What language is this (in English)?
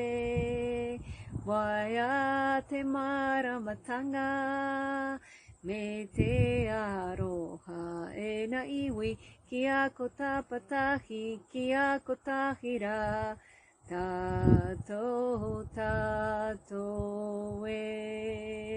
Māori